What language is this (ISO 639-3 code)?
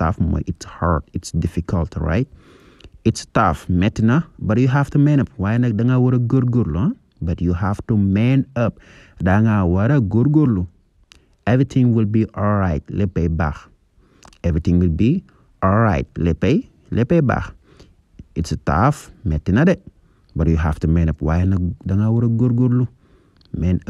wol